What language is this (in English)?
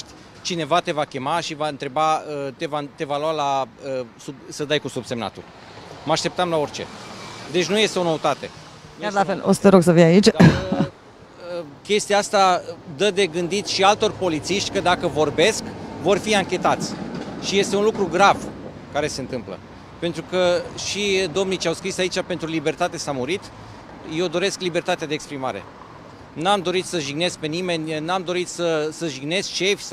Romanian